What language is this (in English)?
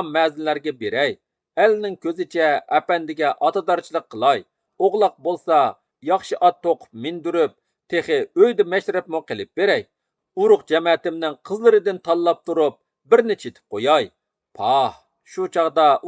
Uyghur